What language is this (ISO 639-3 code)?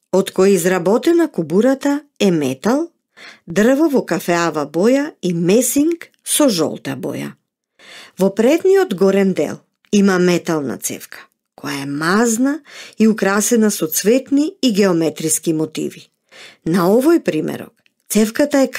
mkd